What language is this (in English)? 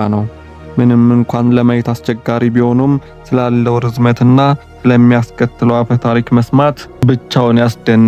Amharic